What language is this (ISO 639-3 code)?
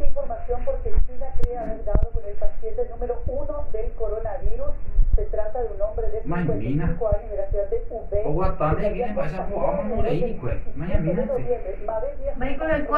grn